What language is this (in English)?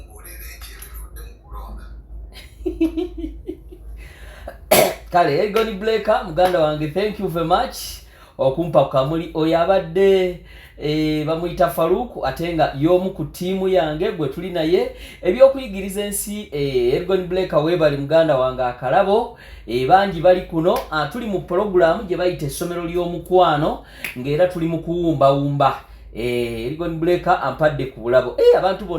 Ganda